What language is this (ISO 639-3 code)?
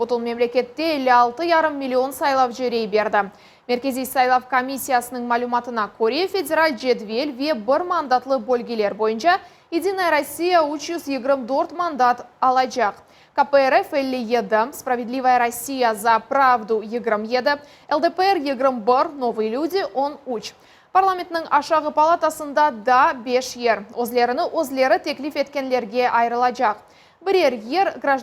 crh